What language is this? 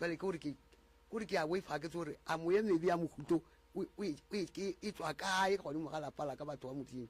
Northern Sotho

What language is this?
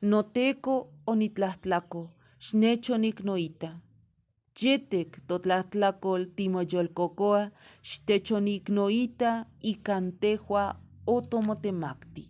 Eastern Huasteca Nahuatl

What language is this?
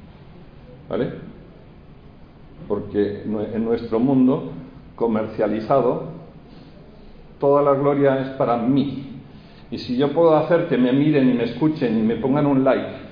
Spanish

